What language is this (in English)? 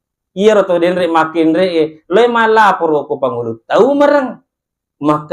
Buginese